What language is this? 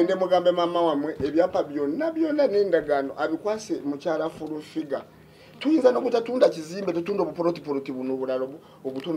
Ganda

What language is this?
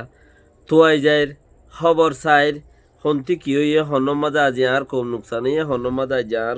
Rohingya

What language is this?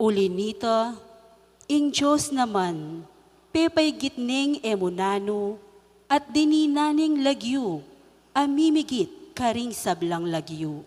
Pampanga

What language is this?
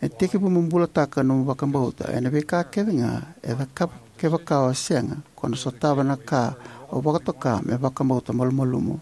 Fijian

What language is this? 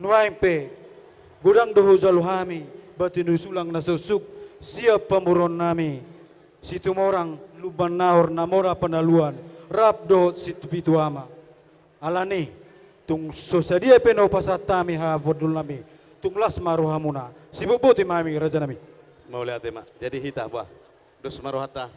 Batak Toba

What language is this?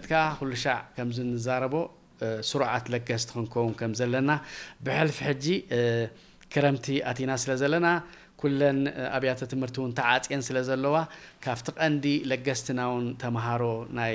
Tigrinya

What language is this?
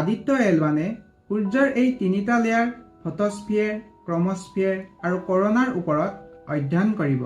Assamese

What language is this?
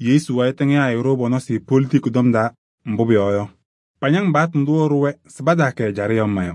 Kabiyè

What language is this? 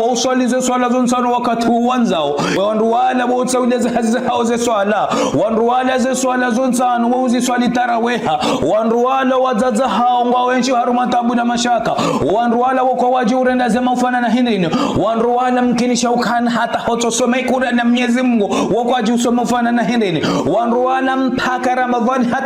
Ngazidja Comorian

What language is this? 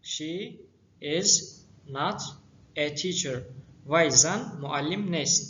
Tajik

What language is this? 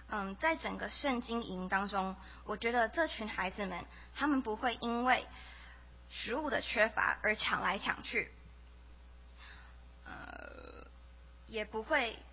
Chinese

